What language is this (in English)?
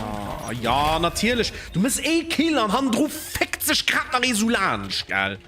Luxembourgish